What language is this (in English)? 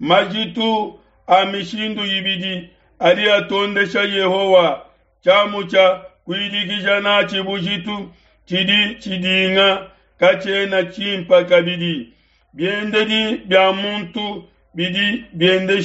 Luba-Lulua